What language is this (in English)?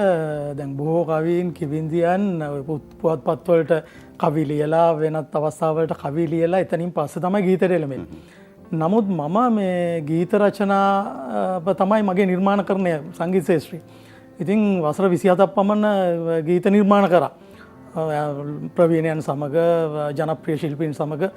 Sinhala